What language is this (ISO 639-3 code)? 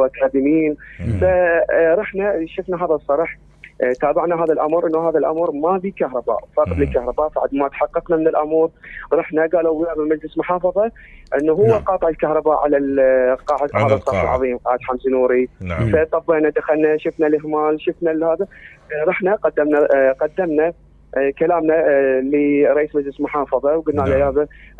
acm